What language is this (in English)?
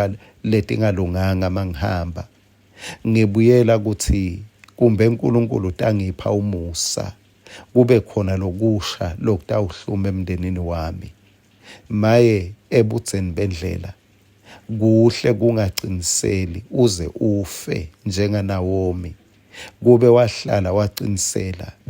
Swati